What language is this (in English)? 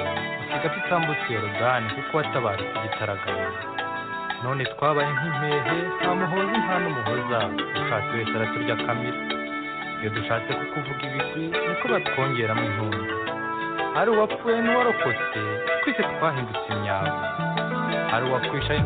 Kinyarwanda